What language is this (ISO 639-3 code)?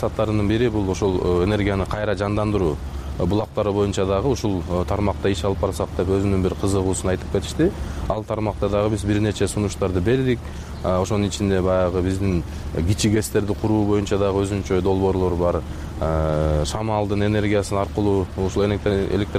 kir